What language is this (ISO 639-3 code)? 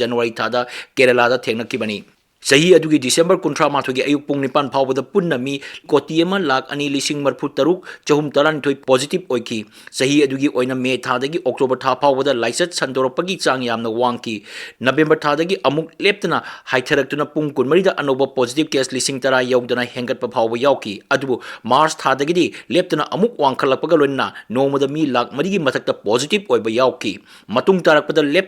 mni